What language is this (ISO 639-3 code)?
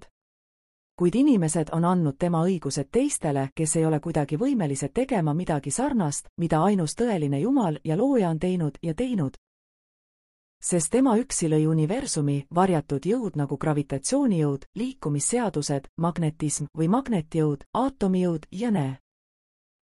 est